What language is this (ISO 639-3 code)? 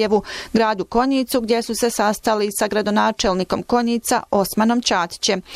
bos